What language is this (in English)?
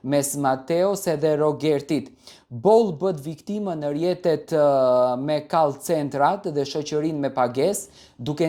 Albanian